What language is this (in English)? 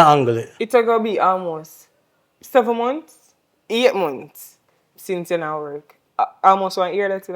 Jamaican Creole English